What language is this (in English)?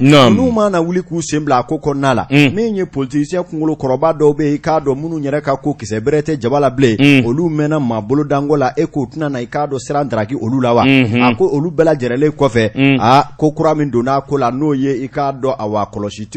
Bambara